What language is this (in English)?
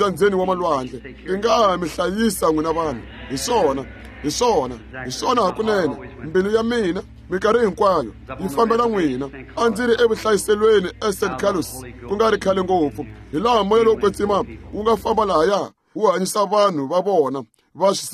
Tsonga